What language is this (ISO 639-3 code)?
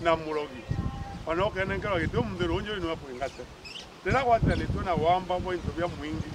mer